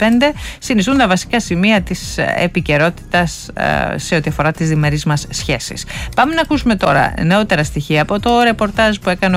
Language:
Greek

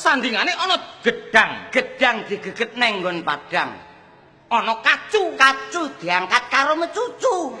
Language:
Javanese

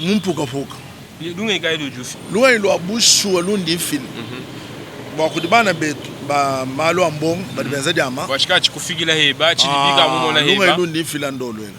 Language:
Luba-Lulua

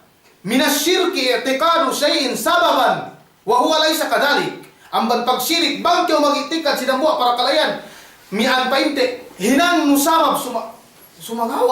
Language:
Yakan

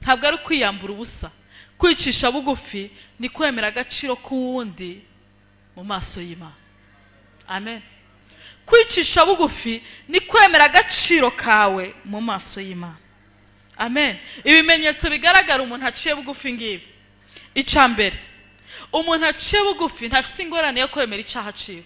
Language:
Rundi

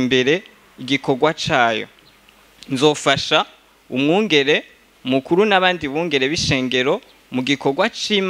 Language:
Rundi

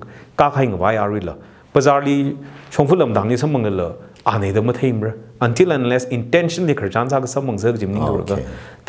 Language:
Tangkhul Naga (India)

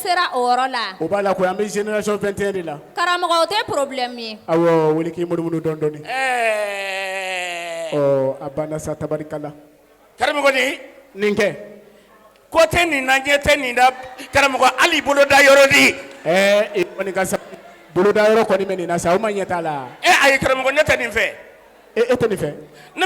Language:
Bambara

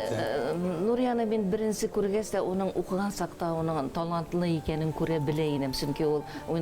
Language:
Bashkir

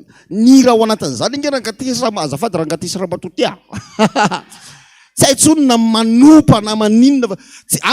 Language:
Malagasy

